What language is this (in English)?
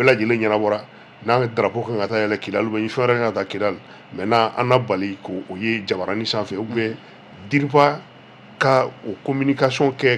Bambara